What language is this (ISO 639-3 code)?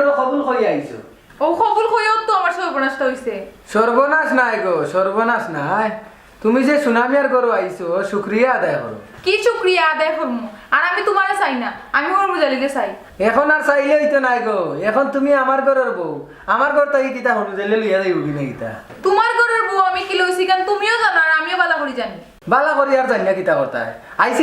syl